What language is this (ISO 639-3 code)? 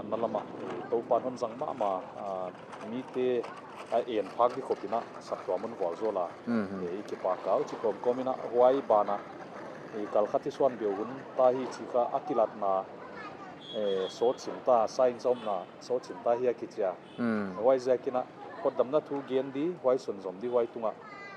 pck